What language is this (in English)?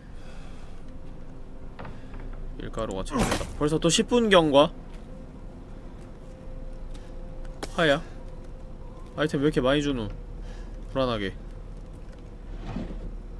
Korean